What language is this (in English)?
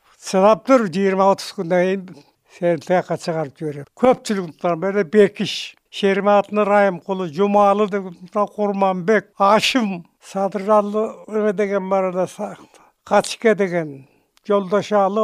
Kyrgyz